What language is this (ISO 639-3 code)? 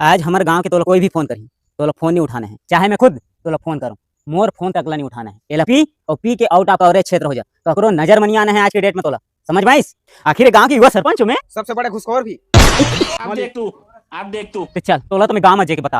hne